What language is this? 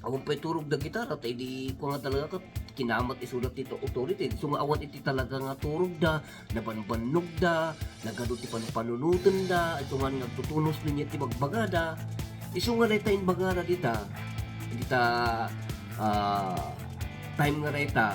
Iloko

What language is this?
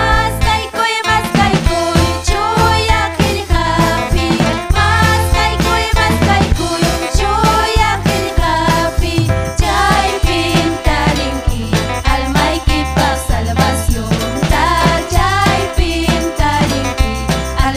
Ayacucho Quechua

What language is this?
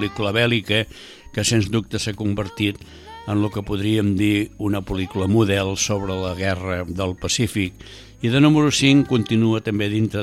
Catalan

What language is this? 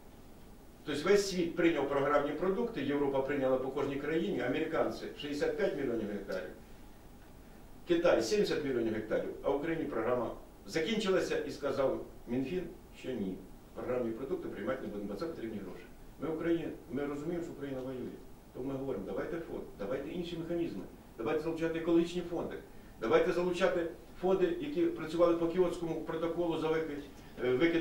Ukrainian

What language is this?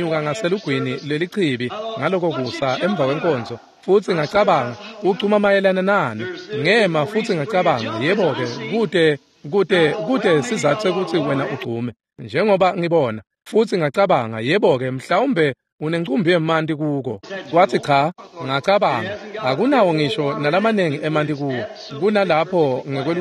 Swati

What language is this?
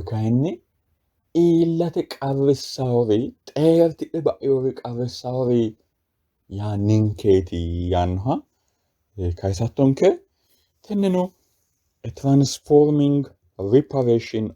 Sidamo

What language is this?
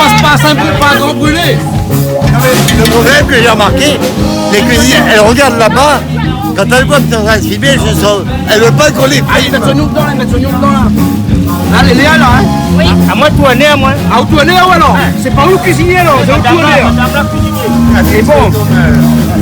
Réunion Creole French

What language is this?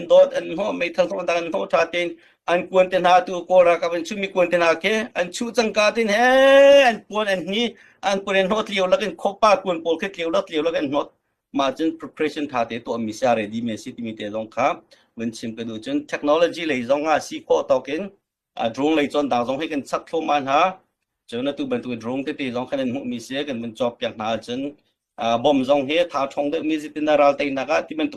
Hakha Chin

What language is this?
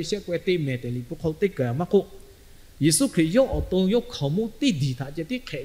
Lahu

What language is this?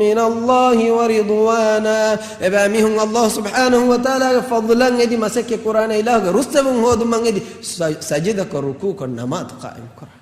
Divehi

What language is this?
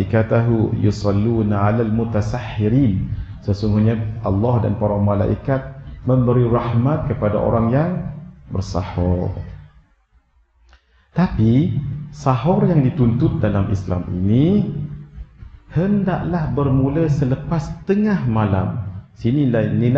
Malay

